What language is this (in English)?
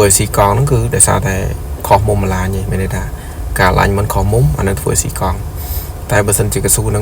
Khmer